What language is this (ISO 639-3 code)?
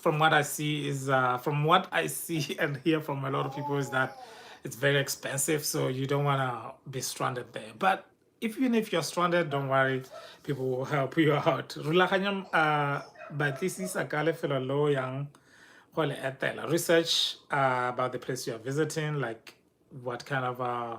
tsn